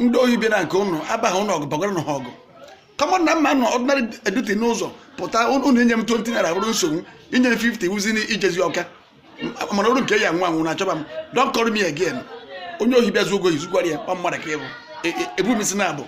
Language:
Igbo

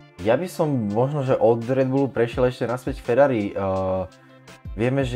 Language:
Slovak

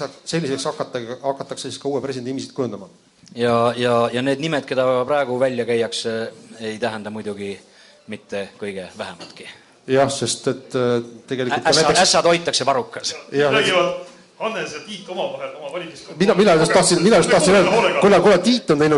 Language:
Estonian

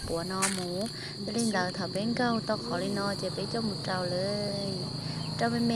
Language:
Hmong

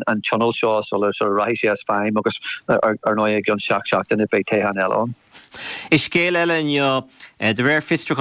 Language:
Irish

